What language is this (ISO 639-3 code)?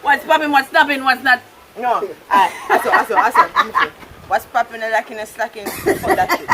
jam